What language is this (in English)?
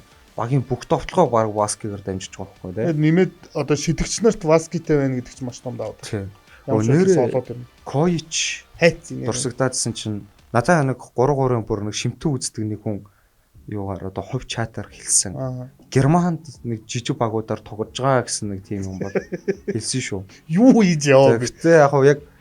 Mongolian